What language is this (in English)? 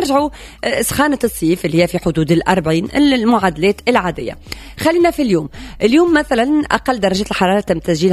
Tunisian Arabic